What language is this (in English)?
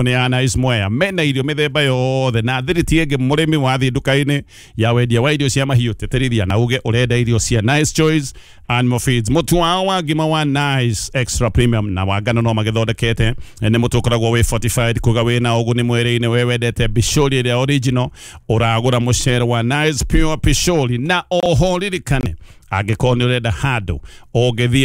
Kikuyu